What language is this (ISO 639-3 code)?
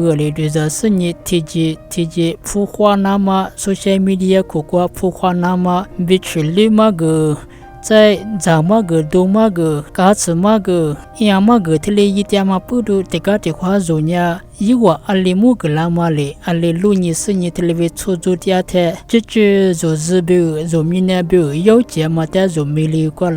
lis